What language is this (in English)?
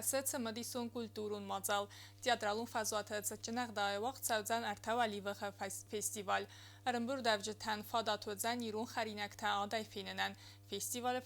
Ossetic